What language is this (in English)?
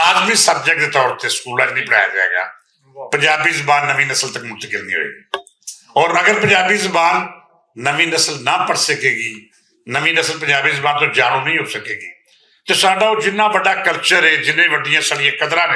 Western Panjabi